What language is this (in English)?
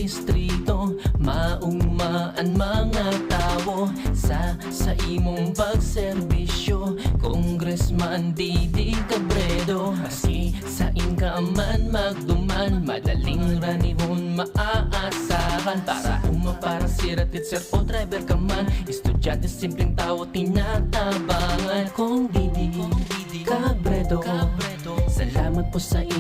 Bikol